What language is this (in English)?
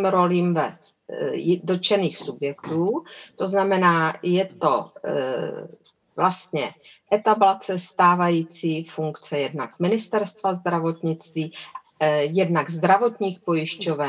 Czech